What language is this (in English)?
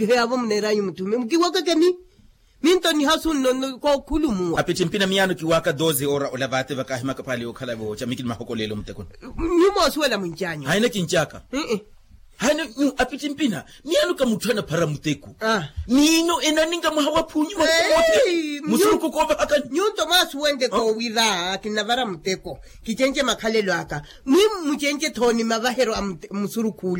Makhuwa